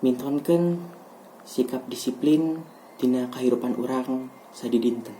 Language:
Sundanese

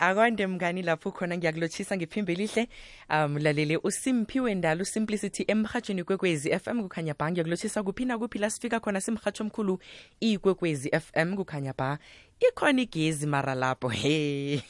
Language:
South Ndebele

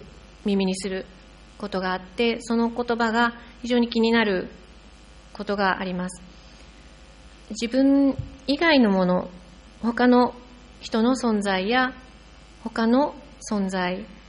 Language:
Japanese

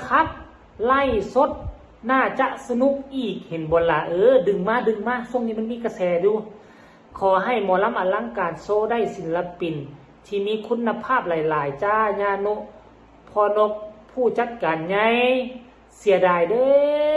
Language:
Northeastern Thai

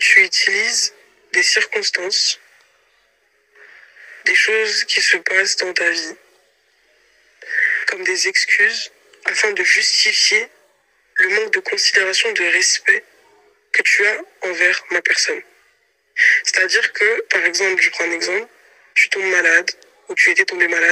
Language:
French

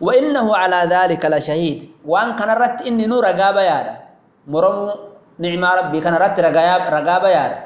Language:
Oromo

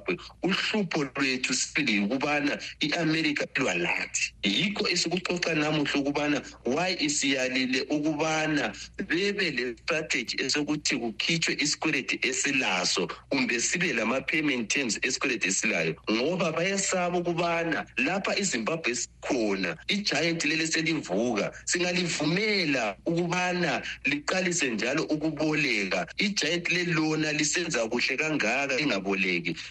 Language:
North Ndebele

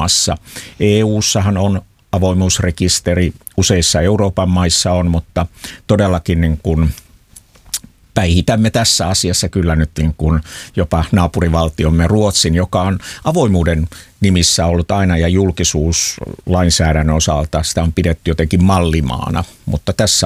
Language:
Finnish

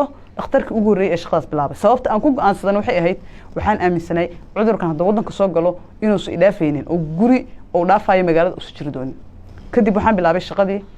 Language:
Somali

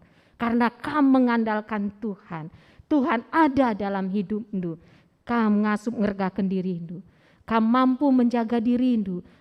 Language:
Batak Karo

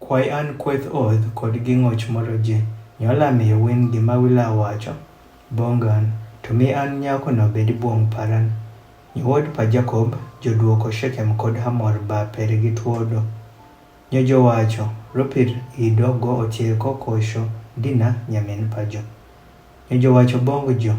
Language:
Adhola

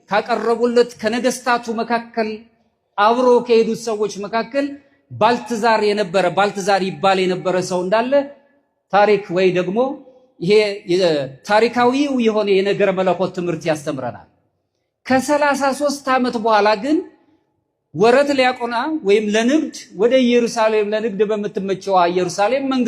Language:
Amharic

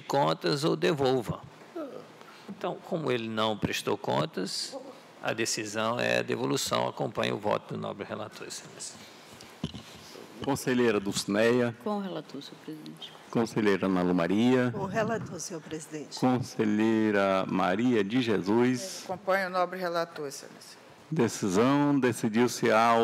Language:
Portuguese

